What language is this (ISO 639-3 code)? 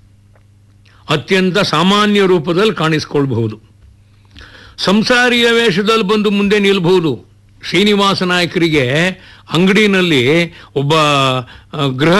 kan